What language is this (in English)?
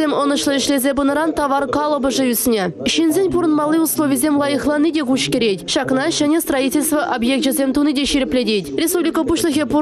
Chuvash